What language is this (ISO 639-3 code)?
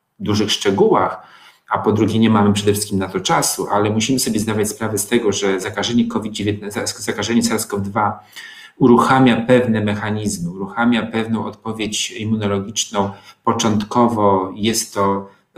pol